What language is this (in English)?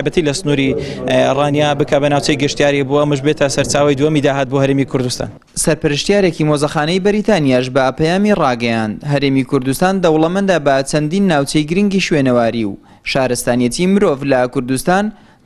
Central Kurdish